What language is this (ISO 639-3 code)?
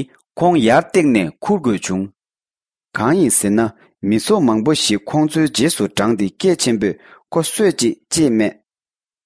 bod